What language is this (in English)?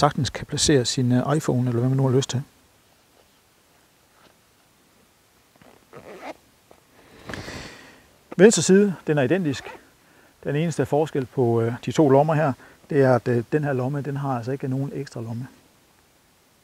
Danish